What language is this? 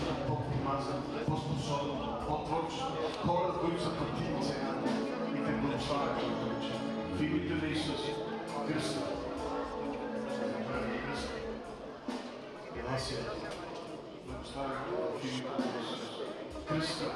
Bulgarian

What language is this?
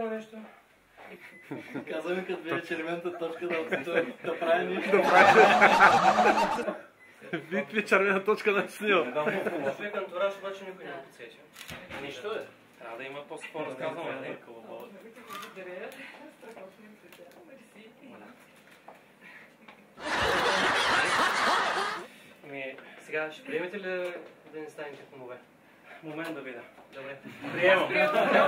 Bulgarian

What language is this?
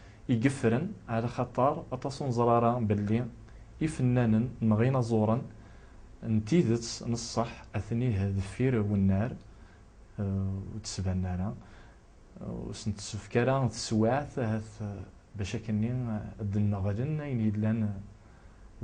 Kabyle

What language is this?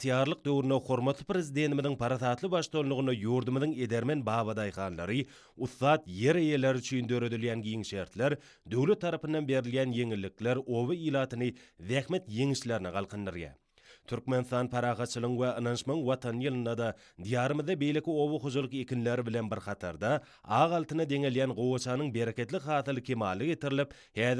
Turkmen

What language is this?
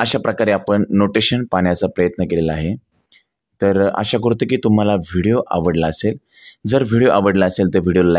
Marathi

